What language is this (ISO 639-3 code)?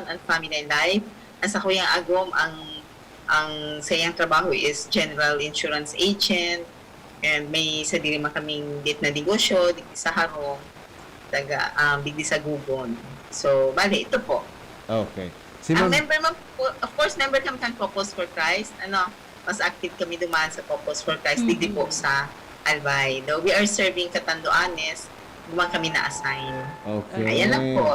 bik